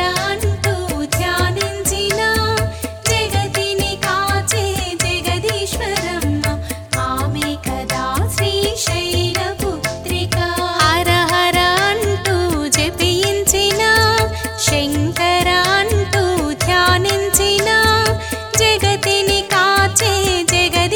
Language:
Telugu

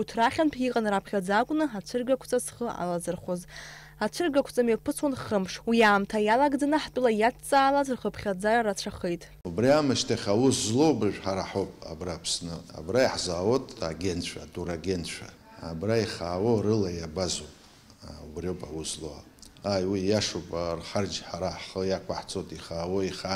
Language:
Abkhazian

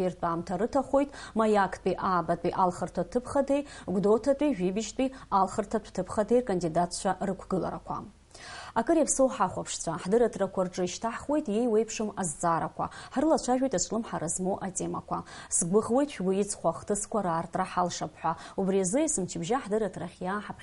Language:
Abkhazian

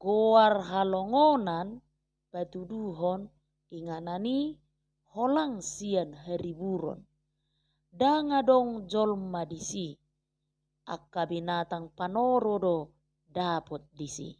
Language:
Batak Toba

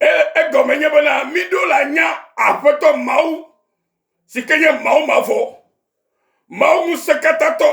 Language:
Ewe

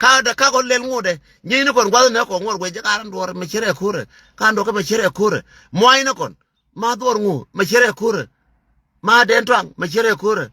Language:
Nuer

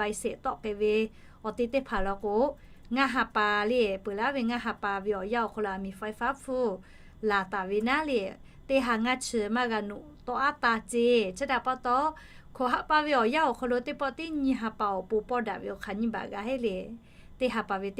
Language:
Lahu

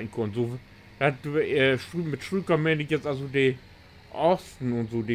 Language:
Low German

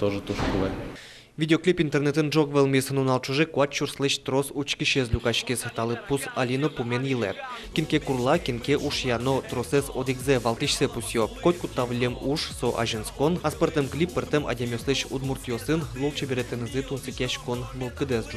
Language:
Udmurt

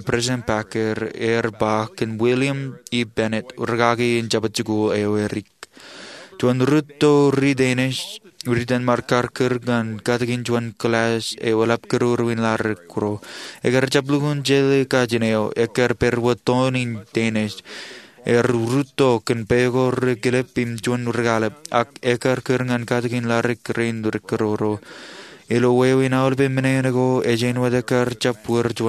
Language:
Marshallese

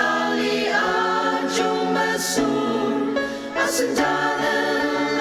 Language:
Ao Naga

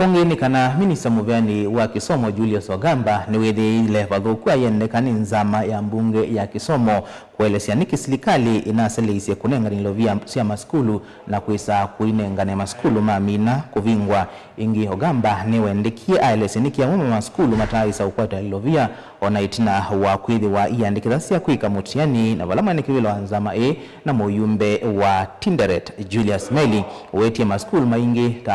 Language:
Kamba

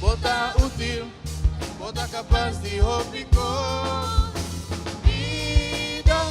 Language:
Papiamento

